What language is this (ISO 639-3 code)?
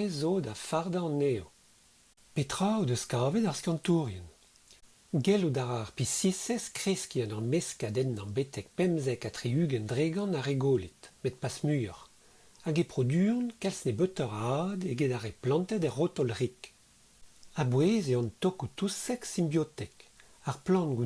bre